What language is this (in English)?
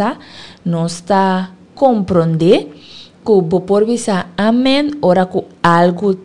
Papiamento